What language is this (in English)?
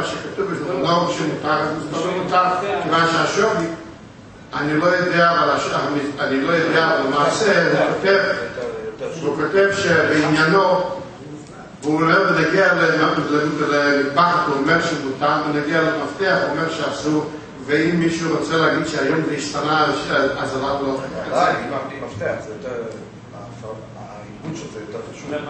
Hebrew